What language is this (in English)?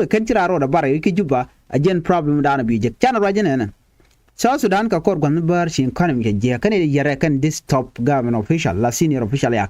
Nuer